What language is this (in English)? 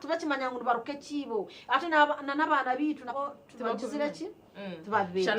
Nyankole